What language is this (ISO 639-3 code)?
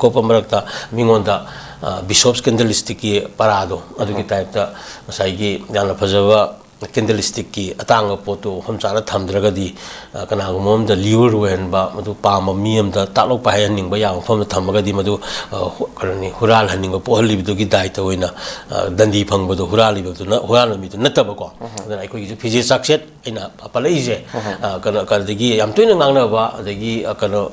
mni